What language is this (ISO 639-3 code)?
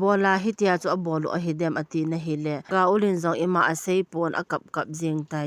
tcz